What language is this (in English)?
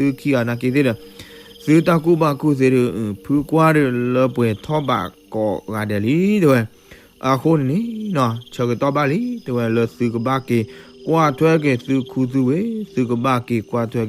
S'gaw Karen